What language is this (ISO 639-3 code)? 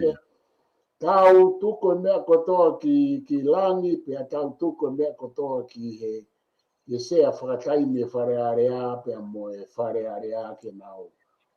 ton